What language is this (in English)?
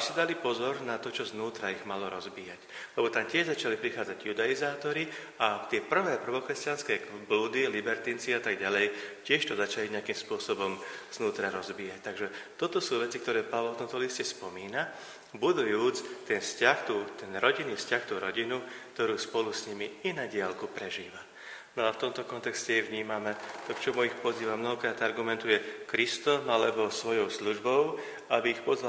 Slovak